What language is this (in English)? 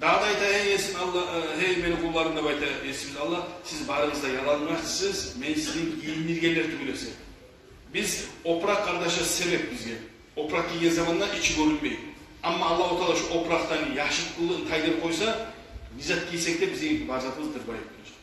Kumyk